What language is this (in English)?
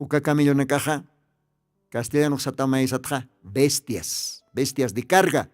Aymara